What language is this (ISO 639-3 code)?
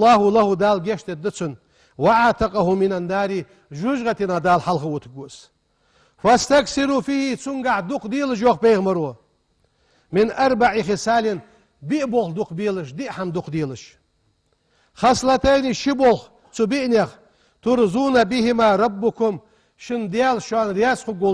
inh